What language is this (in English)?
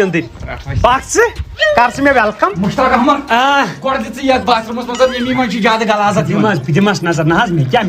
Kashmiri